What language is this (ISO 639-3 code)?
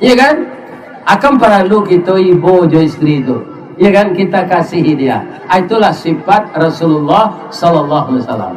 min